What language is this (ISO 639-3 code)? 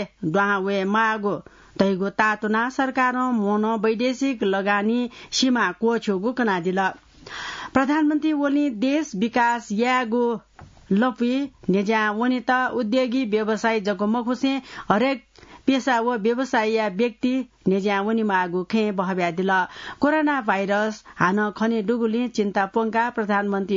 new